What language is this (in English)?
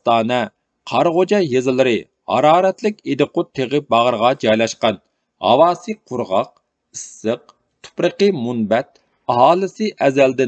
Uyghur